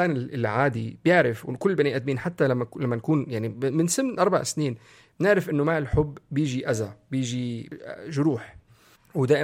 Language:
North Levantine Arabic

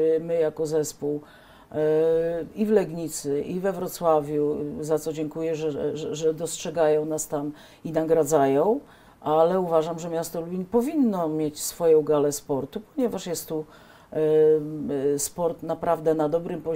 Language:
Polish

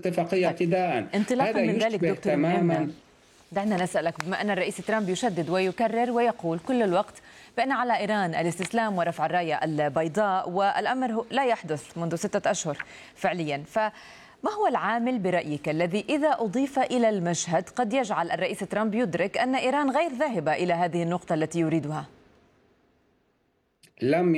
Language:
Arabic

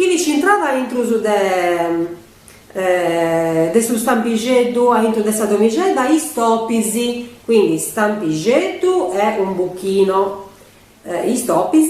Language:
Sardinian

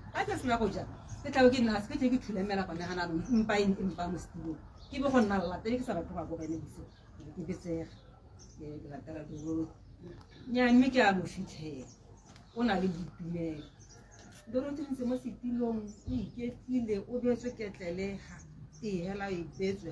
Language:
Tswana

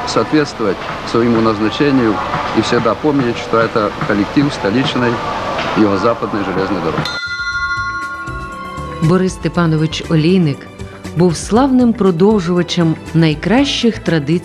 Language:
Ukrainian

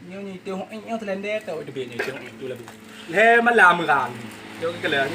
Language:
Achinese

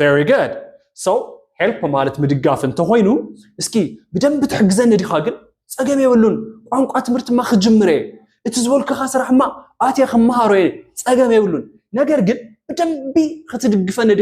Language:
Tigrinya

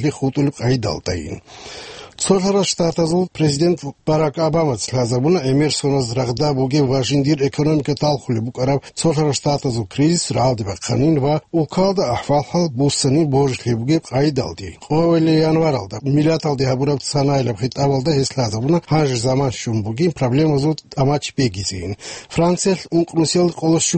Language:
Avaric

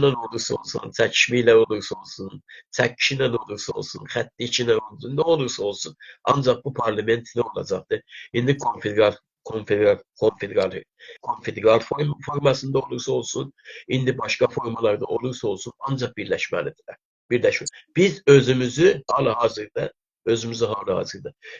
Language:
South Azerbaijani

